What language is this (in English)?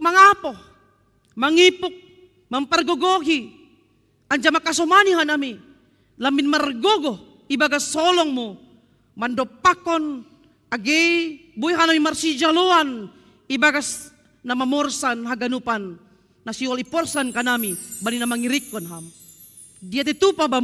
Batak Simalungun